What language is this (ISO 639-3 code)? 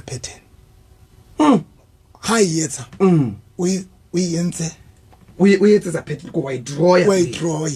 sot